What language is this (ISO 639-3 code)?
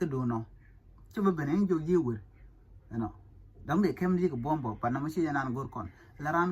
nus